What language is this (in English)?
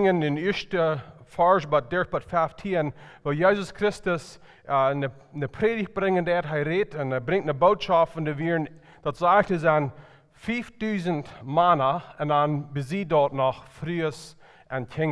Plautdietsch